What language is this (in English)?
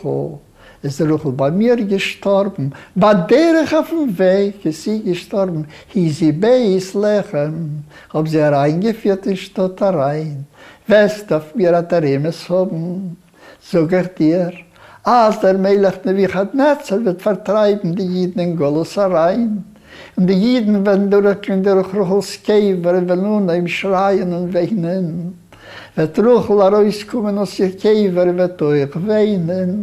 Yiddish